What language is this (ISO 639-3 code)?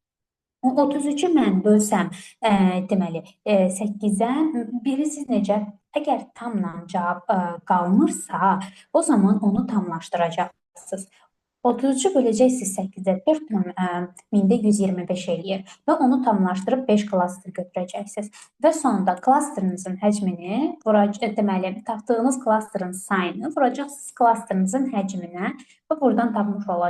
aze